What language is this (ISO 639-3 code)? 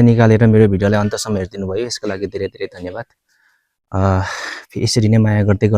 nep